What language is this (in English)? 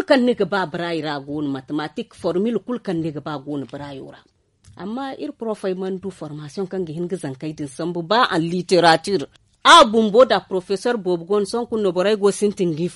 Zarma